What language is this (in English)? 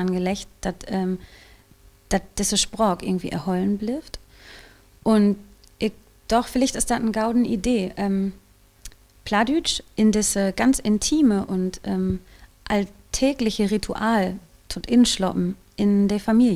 Low German